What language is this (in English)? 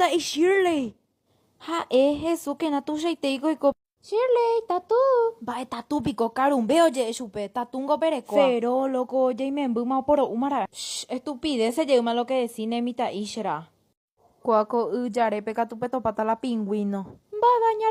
Guarani